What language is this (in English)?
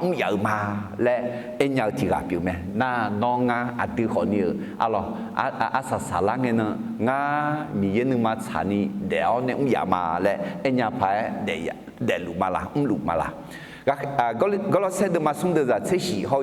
Akha